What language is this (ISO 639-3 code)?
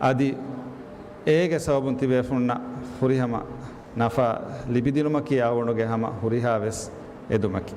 div